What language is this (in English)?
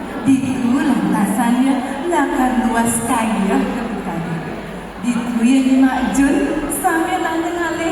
Balinese